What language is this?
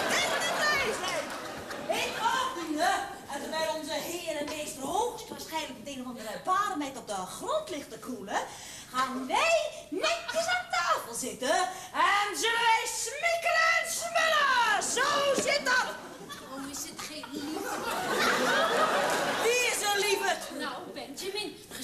Dutch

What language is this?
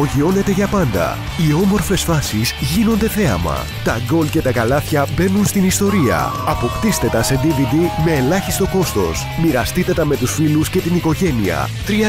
Greek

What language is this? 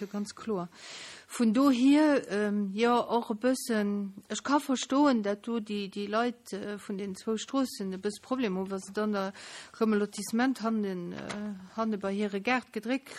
Luxembourgish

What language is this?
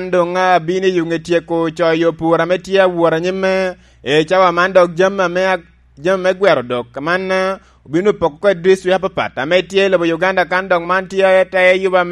Lango (Uganda)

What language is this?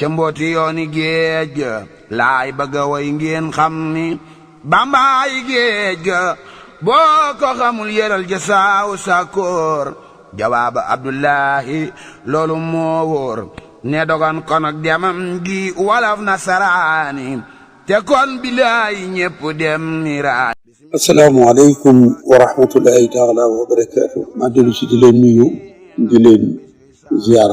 Wolof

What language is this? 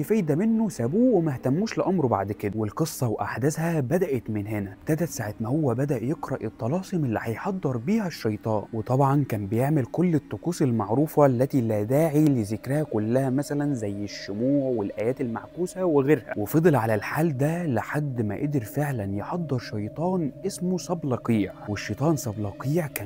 Egyptian Arabic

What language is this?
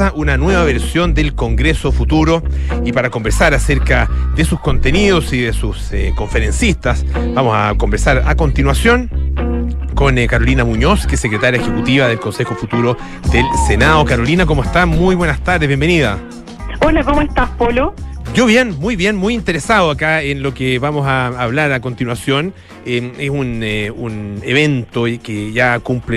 Spanish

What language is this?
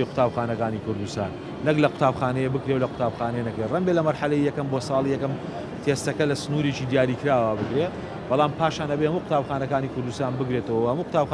Central Kurdish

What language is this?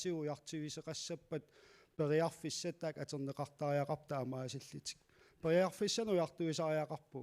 Kalaallisut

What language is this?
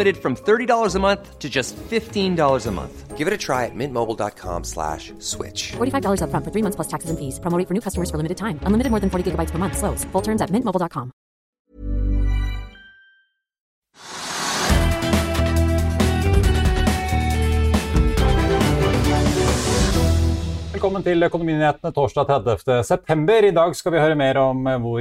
Norwegian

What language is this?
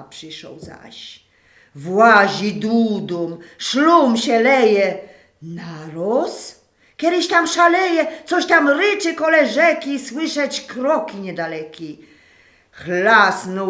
Silesian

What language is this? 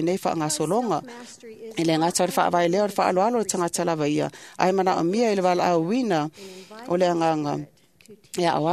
Samoan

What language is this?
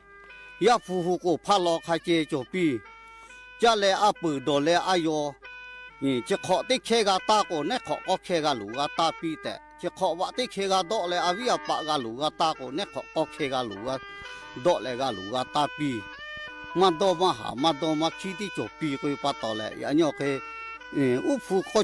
Lahu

